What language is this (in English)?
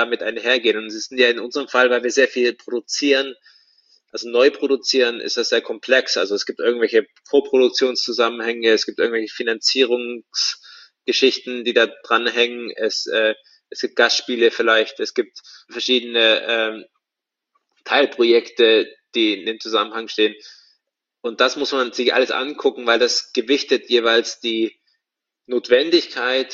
German